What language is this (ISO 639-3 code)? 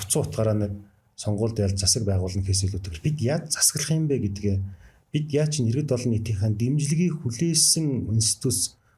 mon